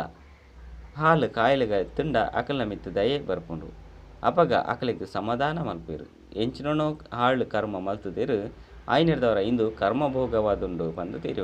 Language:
Tulu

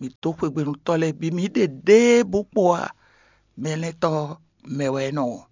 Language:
Fon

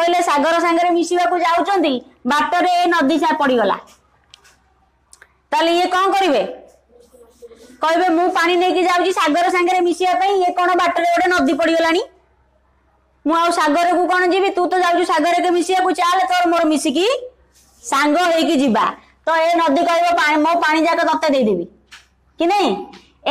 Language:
Odia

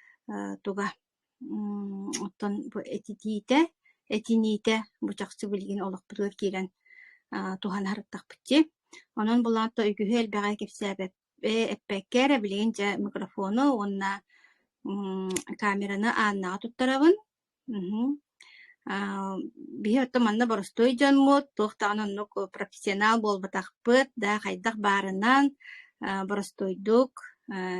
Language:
Yakut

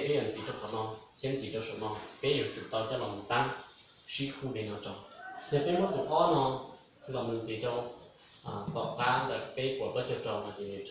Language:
Hmong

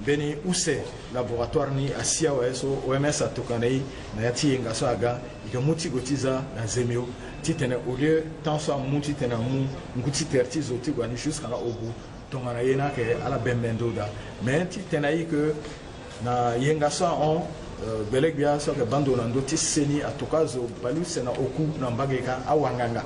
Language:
Sango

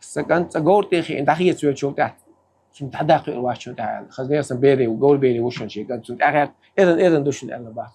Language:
Chechen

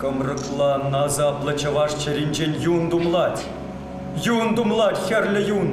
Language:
Chuvash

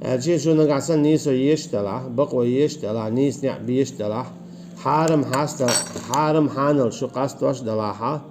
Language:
Chechen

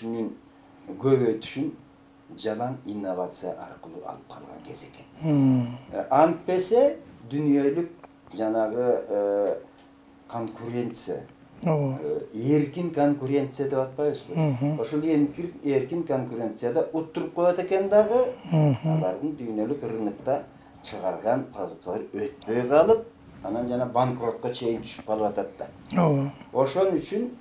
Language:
Kyrgyz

